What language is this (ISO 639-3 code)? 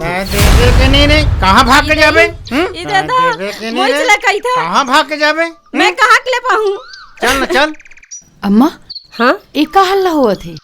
hne